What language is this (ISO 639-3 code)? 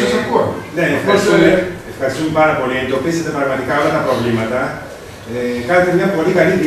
ell